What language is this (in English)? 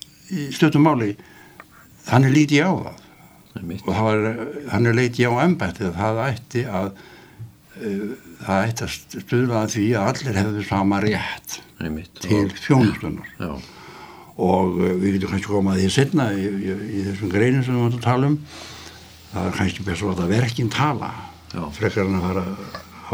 Icelandic